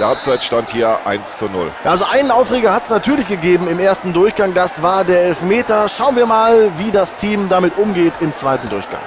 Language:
Bavarian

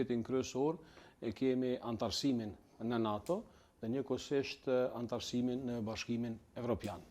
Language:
Albanian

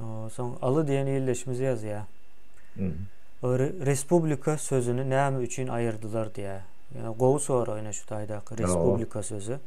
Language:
Turkmen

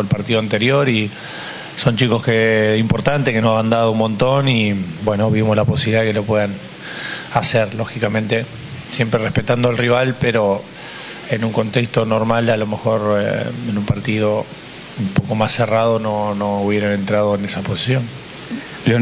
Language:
Spanish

